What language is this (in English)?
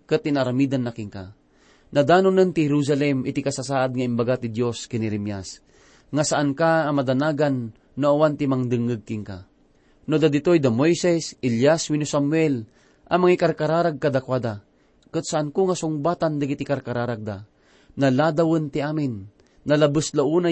Iloko